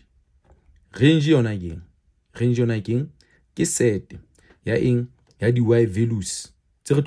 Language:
Southern Sotho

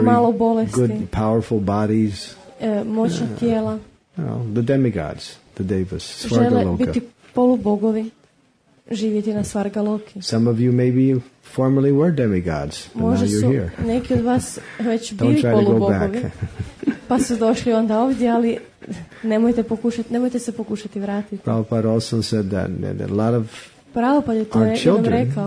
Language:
Croatian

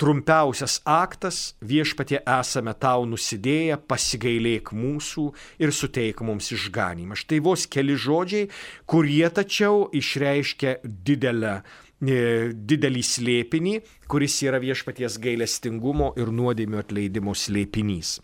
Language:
Lithuanian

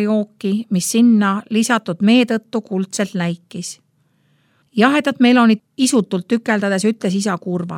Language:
Estonian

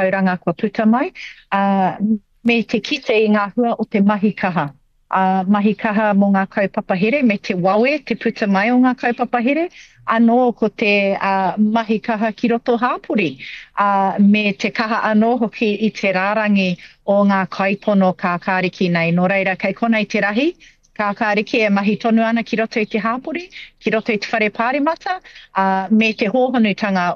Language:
Māori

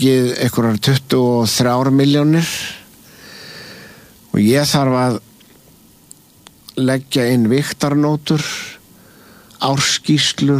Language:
Icelandic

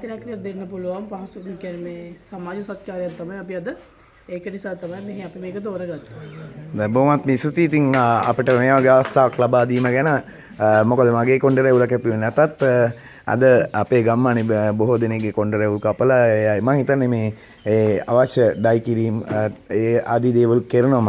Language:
Sinhala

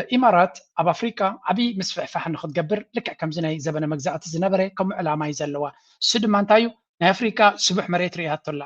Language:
Tigrinya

